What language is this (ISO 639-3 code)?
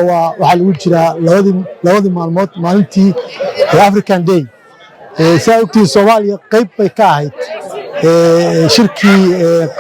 som